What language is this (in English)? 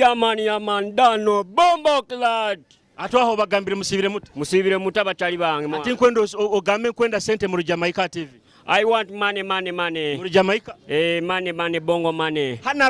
Nyoro